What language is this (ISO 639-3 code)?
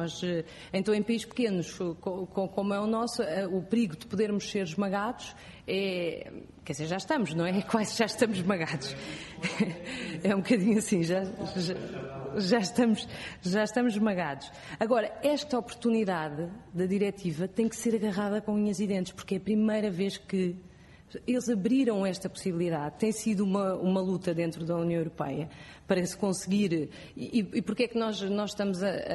por